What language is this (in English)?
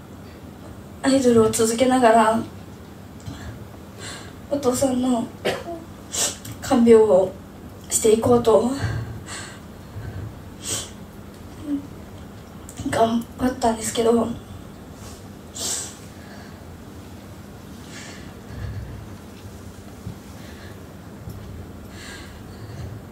Japanese